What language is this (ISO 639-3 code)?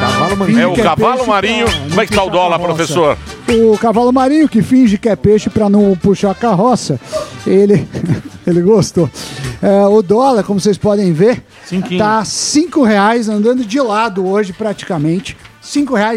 por